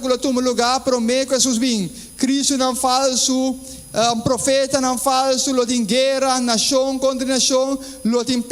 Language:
Papiamento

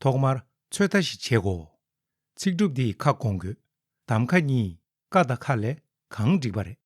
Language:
Tibetan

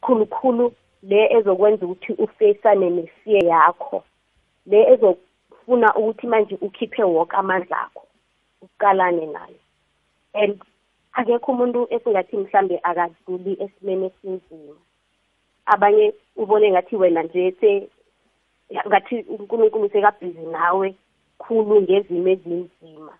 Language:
South Ndebele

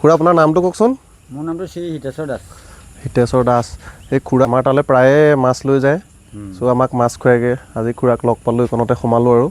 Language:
Assamese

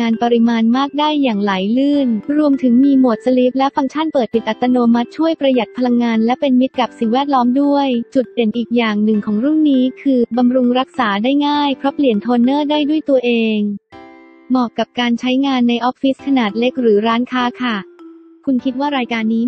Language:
Thai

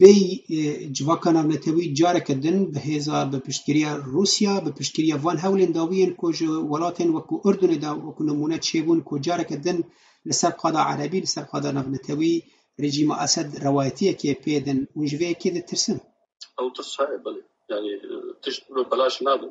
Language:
Kurdish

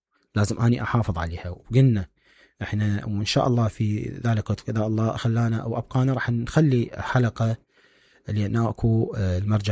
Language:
Mesopotamian Arabic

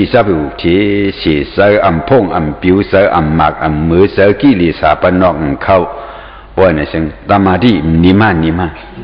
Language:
Shan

